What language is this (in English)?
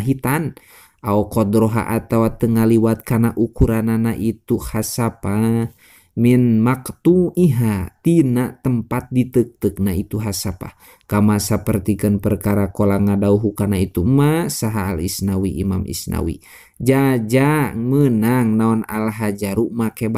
Sundanese